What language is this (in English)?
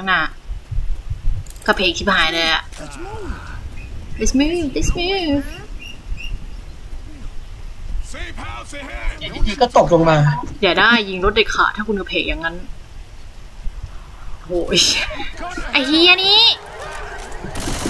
Thai